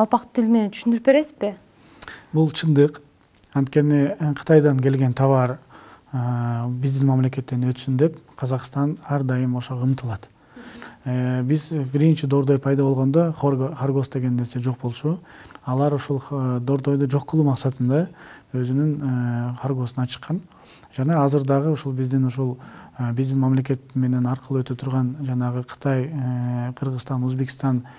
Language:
Kyrgyz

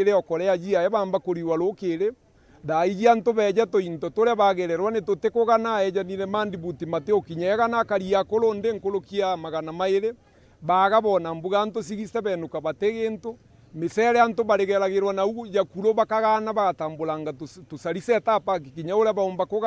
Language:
Meru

